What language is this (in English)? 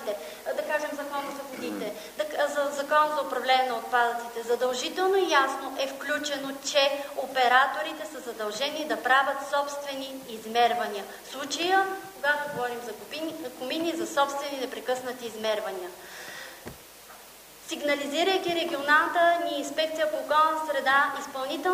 Bulgarian